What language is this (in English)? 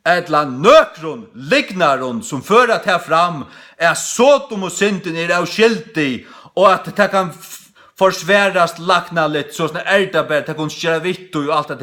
Faroese